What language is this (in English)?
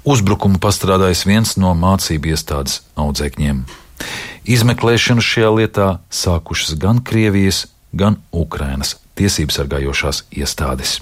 Latvian